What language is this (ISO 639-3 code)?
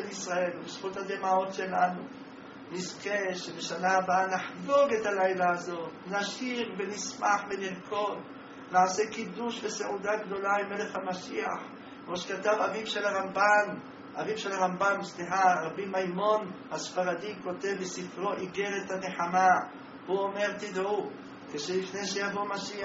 heb